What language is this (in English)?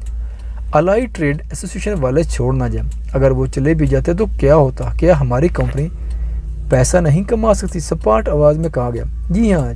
Urdu